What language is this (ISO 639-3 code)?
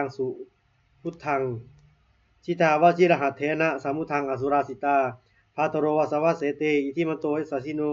pli